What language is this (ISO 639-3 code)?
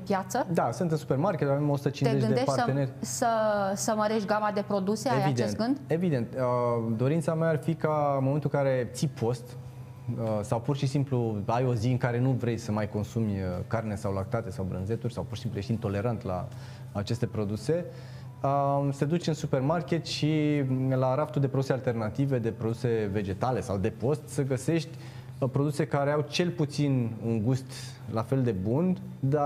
ron